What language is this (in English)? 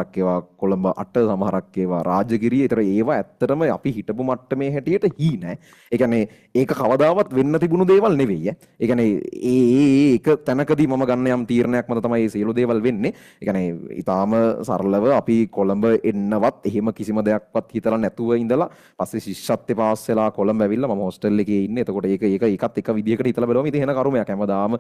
Sinhala